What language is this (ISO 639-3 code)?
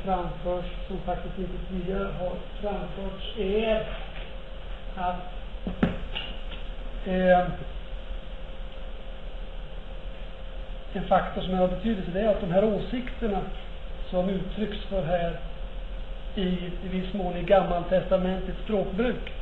swe